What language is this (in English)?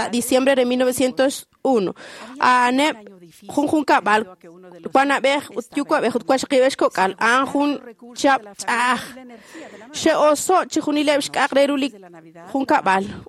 Kekchí